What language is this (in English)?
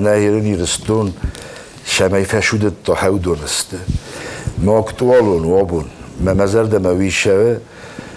Ossetic